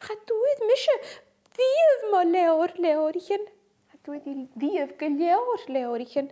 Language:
Scottish Gaelic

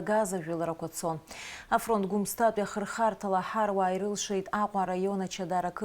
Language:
Abkhazian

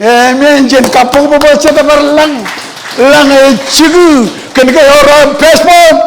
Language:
Marshallese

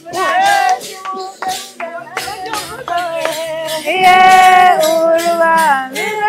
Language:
Kinyarwanda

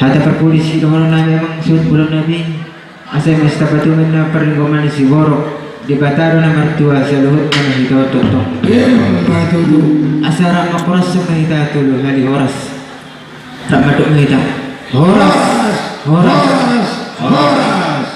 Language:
Batak Toba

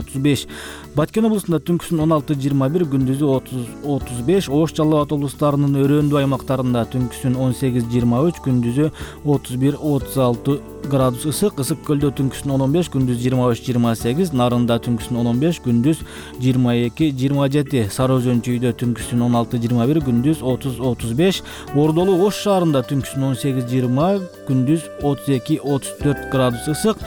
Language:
Kyrgyz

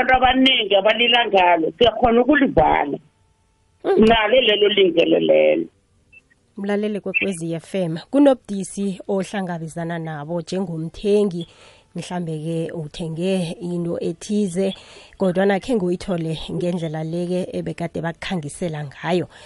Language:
South Ndebele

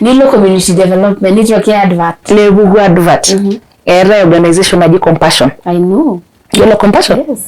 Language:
Masai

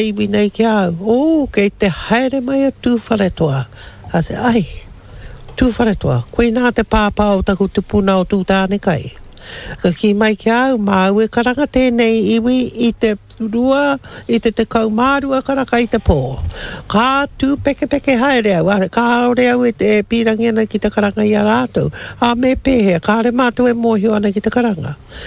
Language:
Māori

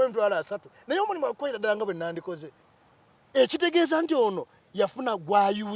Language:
Ganda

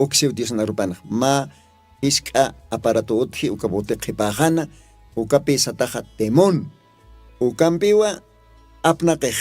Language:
Aymara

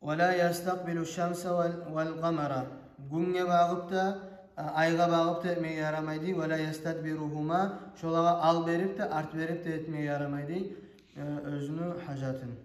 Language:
Kumyk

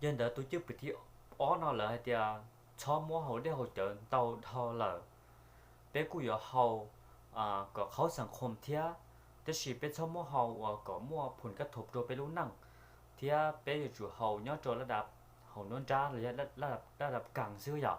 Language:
Hmong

